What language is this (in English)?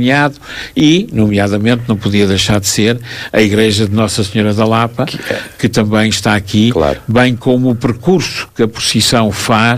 Portuguese